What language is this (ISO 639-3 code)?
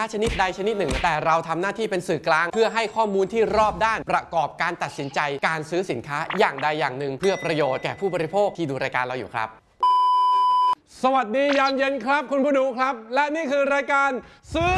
tha